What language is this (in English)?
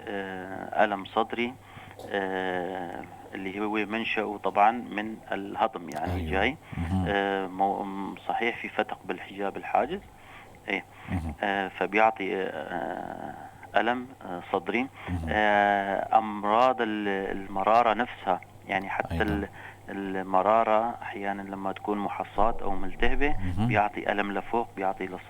North Levantine Arabic